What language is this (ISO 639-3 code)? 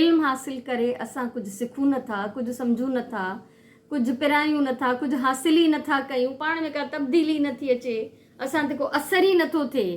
snd